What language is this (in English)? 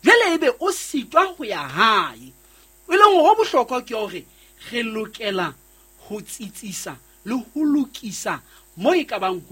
Southern Sotho